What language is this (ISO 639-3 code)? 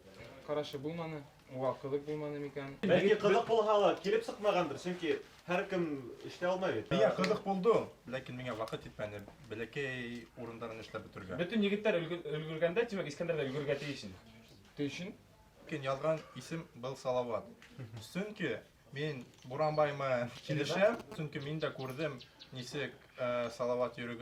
bak